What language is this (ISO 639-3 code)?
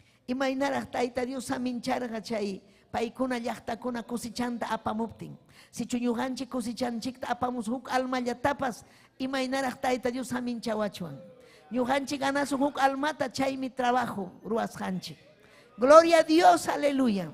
quy